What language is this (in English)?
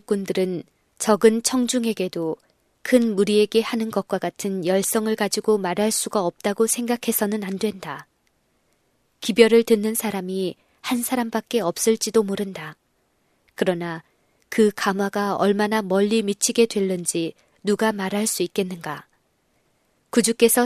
Korean